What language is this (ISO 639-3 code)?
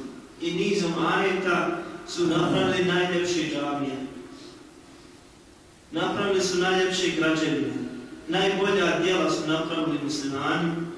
bos